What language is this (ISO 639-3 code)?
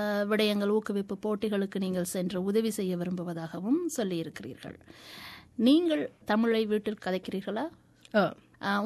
tam